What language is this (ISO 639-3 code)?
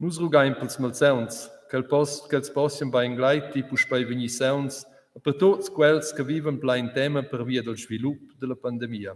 roh